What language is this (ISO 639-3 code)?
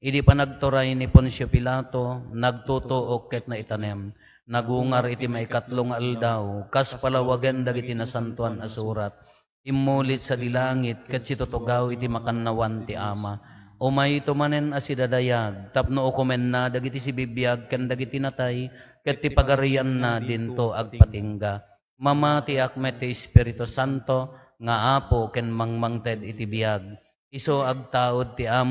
ilo